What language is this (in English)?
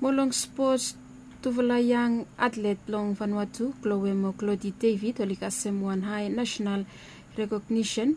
Bislama